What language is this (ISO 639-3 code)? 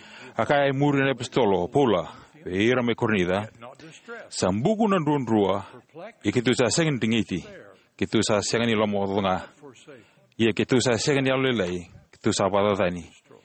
fij